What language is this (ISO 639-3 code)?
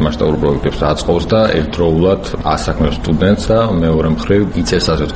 kat